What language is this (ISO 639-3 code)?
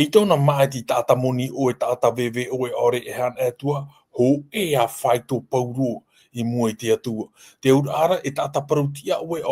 tah